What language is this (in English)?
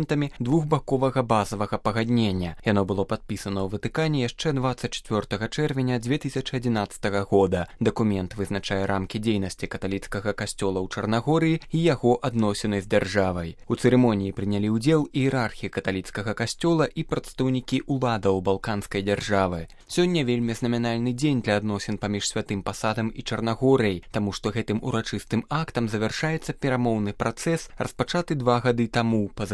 Belarusian